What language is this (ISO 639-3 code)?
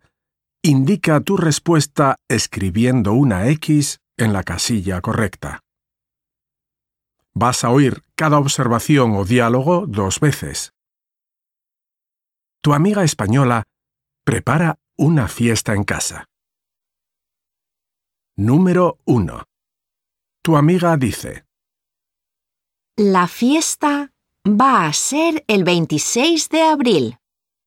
spa